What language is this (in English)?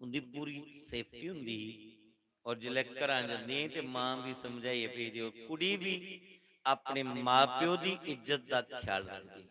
Dogri